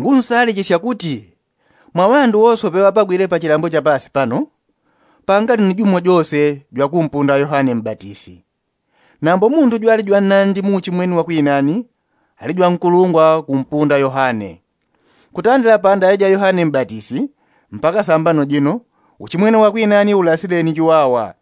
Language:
Yao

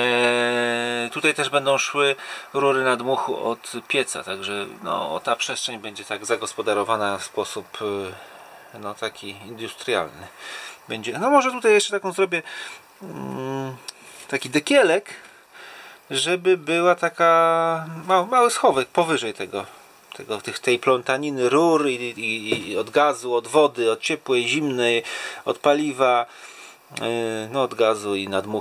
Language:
Polish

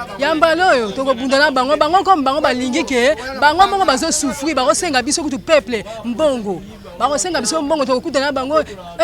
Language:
Lingala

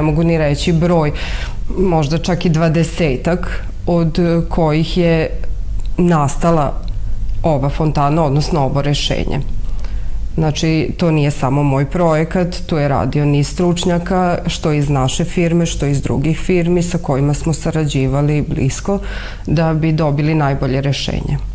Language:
Serbian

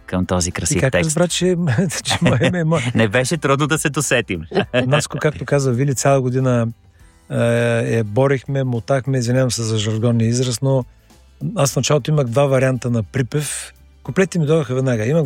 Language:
Bulgarian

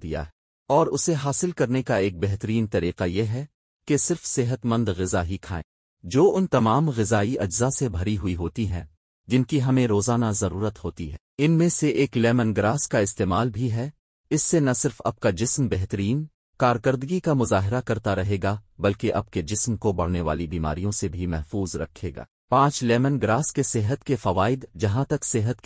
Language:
Urdu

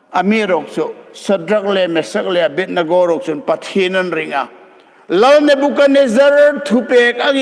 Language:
Hmar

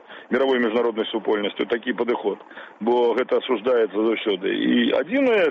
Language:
Belarusian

